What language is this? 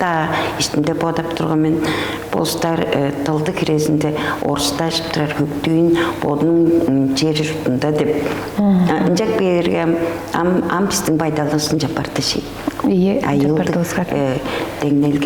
Tuvinian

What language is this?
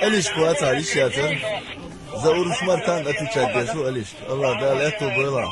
Chechen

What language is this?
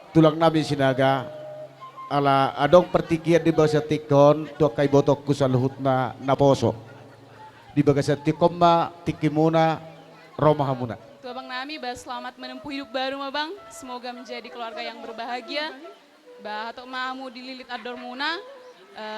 Batak Toba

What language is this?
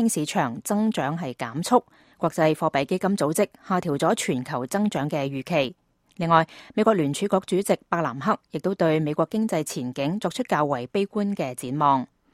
Cantonese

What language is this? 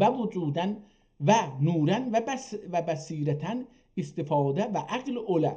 South Azerbaijani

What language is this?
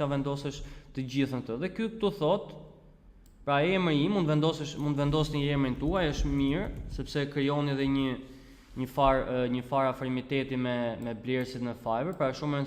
Albanian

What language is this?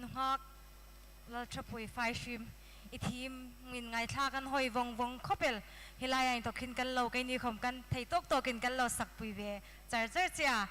Hmar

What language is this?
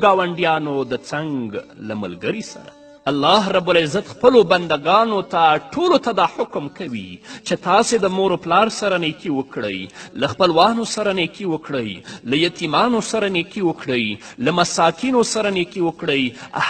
Pashto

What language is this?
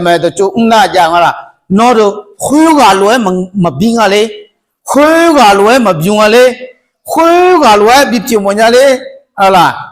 Akha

